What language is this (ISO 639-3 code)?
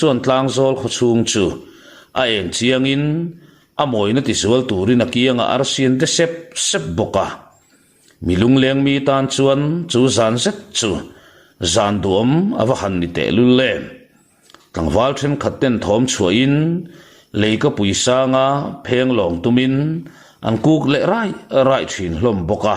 lus